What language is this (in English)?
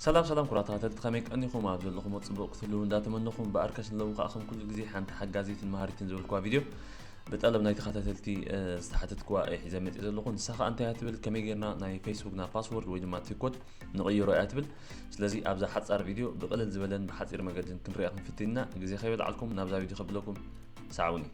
Tigrinya